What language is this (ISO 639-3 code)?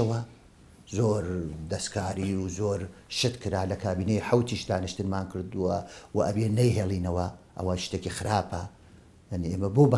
ckb